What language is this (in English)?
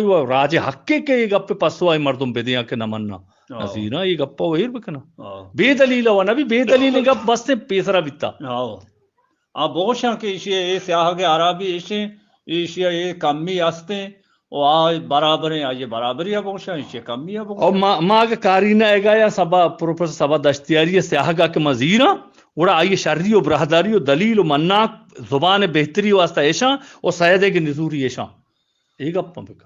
Eastern Balochi